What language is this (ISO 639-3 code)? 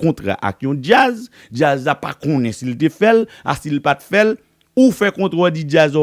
hat